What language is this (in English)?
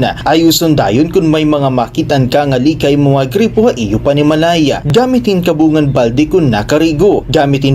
Waray